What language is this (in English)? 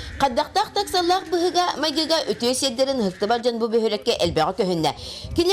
Yakut